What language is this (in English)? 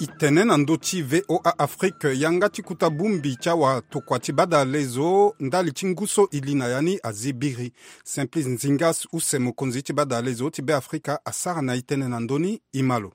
Sango